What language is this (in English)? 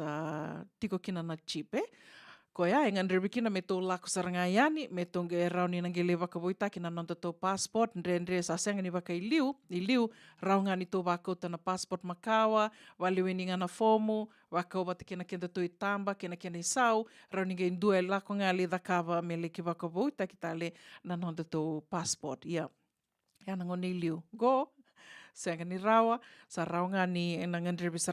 Fijian